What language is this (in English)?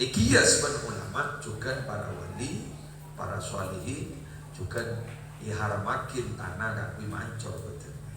Madurese